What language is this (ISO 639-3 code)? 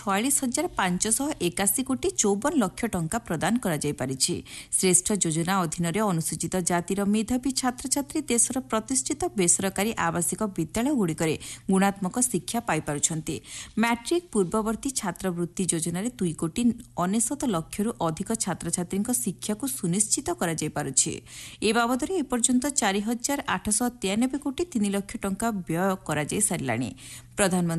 ori